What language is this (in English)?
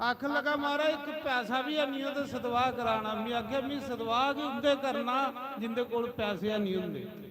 Dogri